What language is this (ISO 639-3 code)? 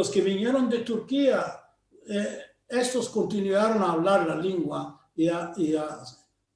lad